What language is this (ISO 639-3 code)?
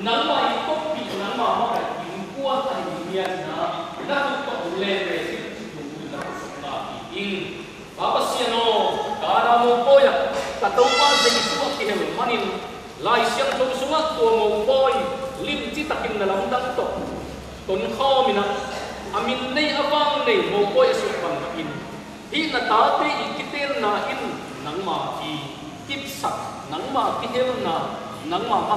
ctd